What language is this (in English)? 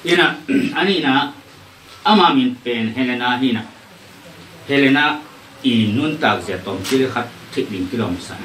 Tedim Chin